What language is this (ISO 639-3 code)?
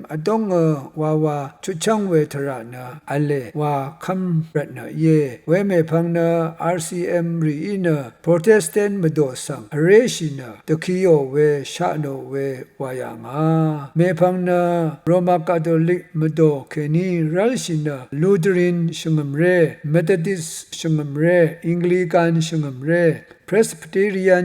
raw